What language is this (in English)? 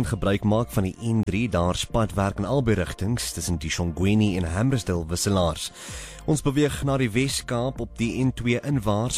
Afrikaans